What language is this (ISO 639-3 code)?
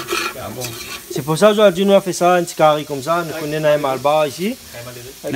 rcf